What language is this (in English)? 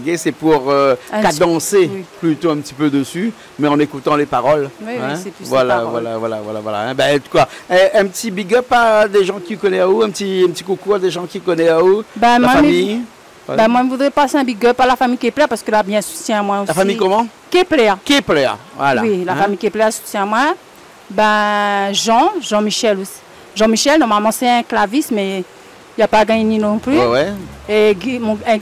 Réunion Creole French